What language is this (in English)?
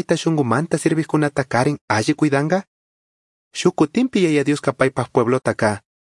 Chimborazo Highland Quichua